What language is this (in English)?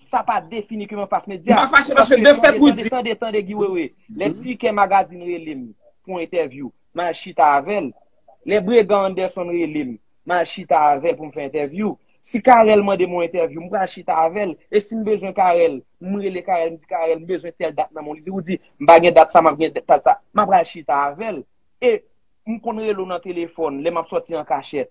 Haitian Creole